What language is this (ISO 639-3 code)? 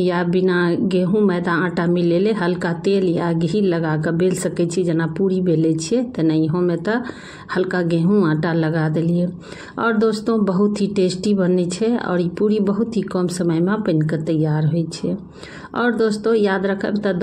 mai